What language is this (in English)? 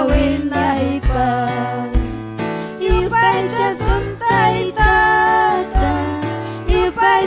Ayacucho Quechua